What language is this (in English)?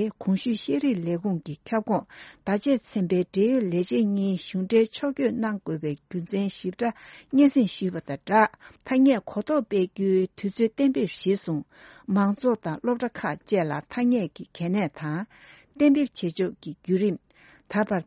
Tibetan